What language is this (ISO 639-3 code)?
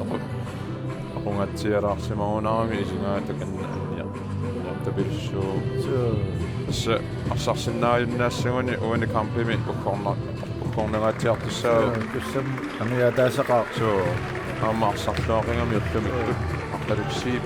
kal